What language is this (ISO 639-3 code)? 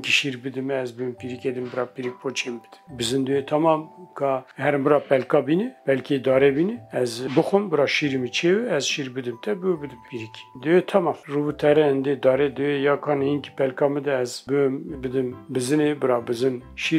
kur